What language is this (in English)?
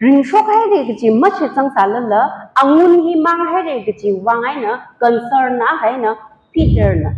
Tangkhul Naga (India)